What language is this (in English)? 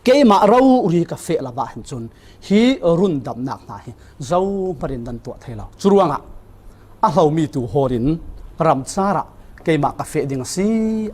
Falam Chin